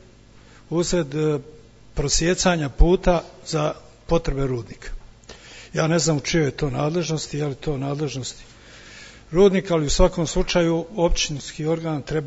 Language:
Bosnian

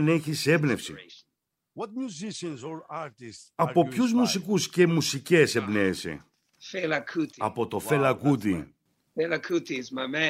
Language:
Greek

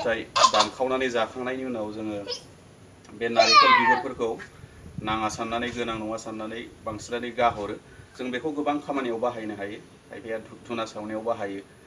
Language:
Bodo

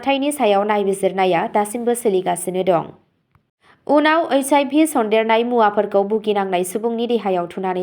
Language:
Bodo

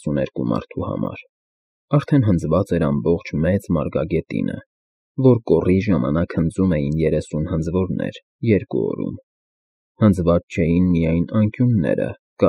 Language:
Armenian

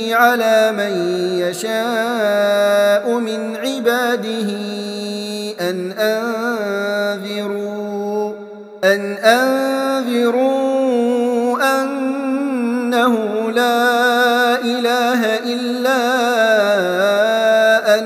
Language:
Arabic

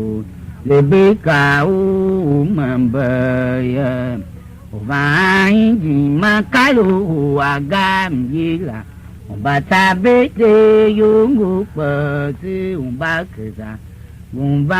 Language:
Tiv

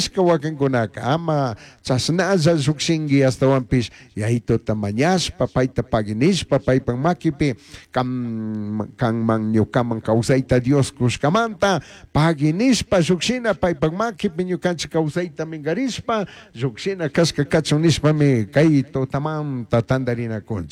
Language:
Chimborazo Highland Quichua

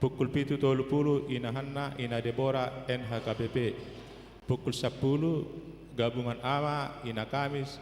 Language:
Batak Toba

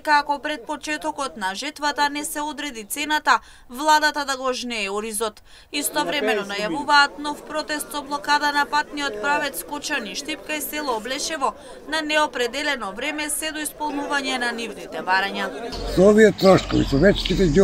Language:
Macedonian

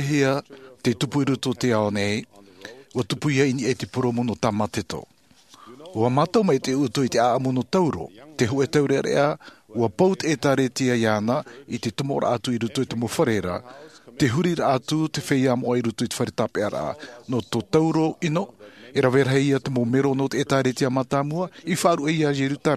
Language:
Tahitian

